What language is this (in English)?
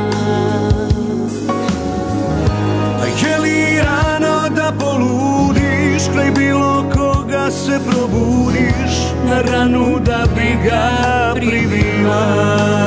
Serbian